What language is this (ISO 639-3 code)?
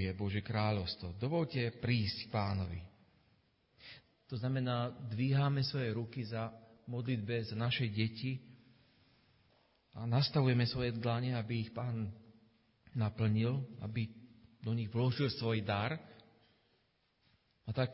slk